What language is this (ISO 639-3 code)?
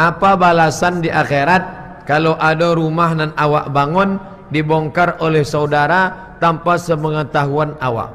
min